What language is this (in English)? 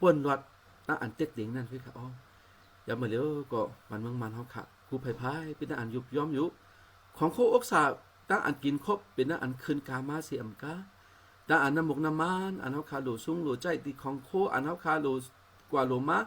Shan